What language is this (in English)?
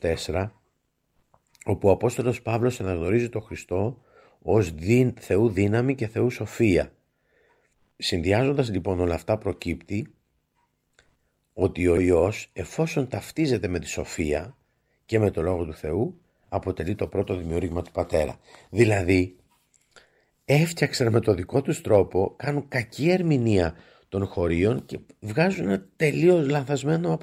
Greek